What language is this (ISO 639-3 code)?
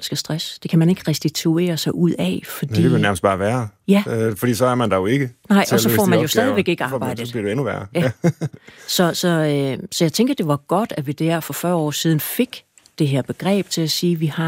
dan